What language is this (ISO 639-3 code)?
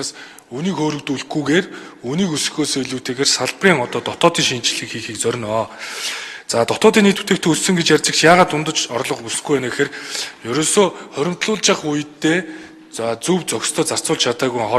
mon